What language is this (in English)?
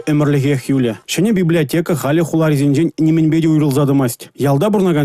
Chuvash